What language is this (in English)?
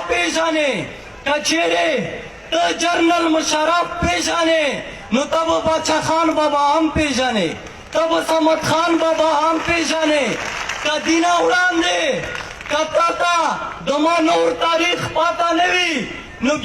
Pashto